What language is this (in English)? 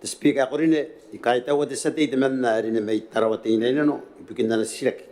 Gilbertese